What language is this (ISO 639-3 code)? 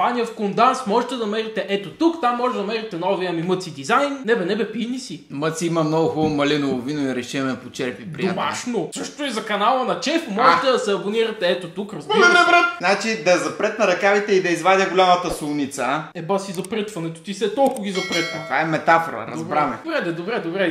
bul